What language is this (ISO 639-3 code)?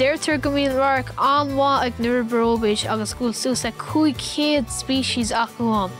gle